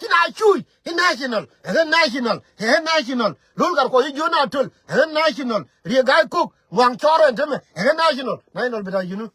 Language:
Nuer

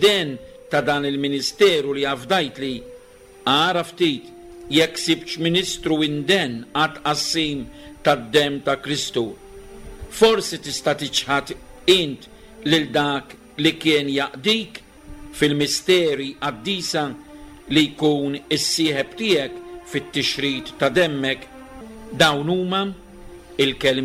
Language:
Maltese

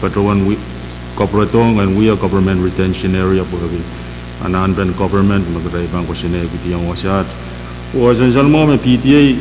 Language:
Pohnpeian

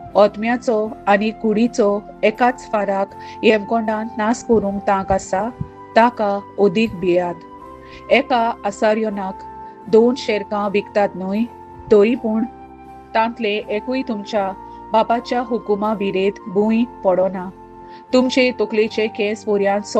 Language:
Konkani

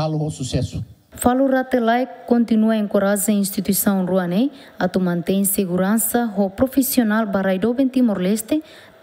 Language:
Tetum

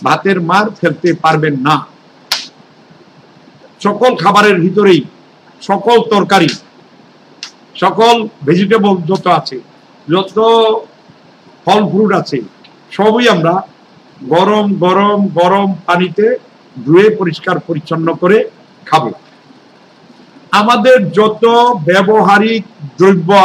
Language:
Bangla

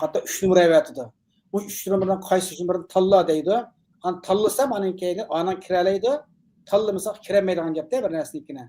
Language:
Uyghur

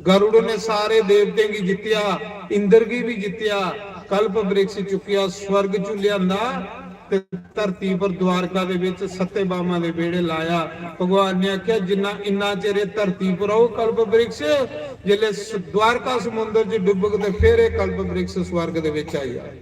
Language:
Dogri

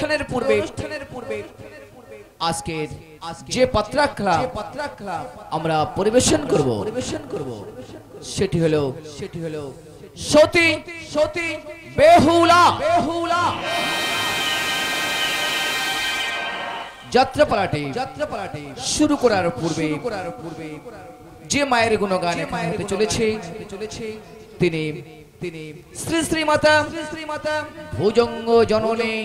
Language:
Bangla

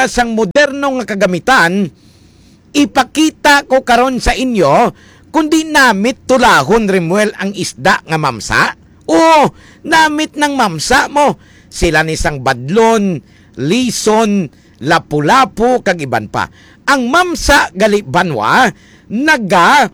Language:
Hiligaynon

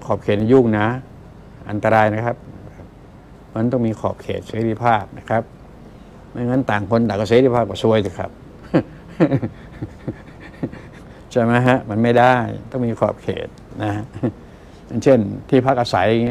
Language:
Thai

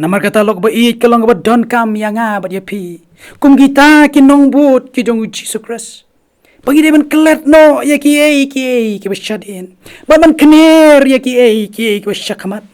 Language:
Khasi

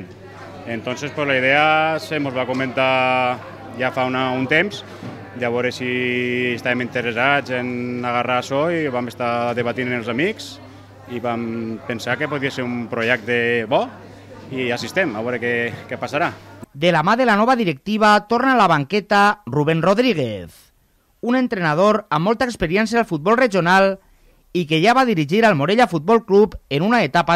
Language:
Catalan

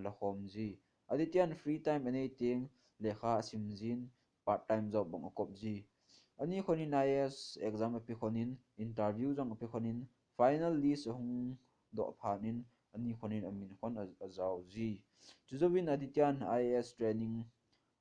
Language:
Thado Chin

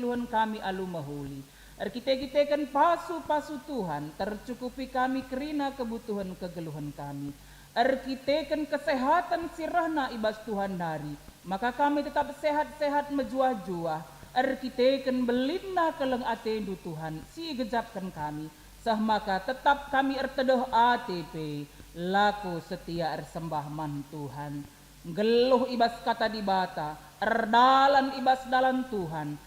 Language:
Batak Karo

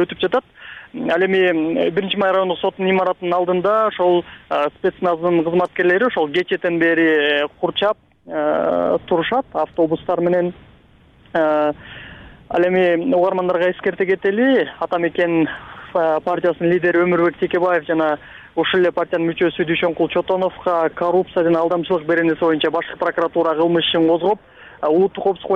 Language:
Kyrgyz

